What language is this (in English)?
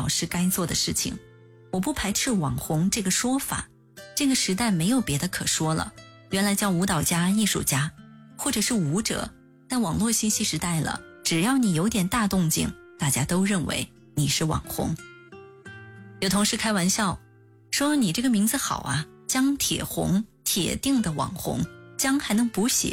Chinese